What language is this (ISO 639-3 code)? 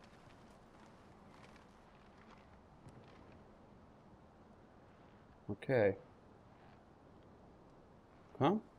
deu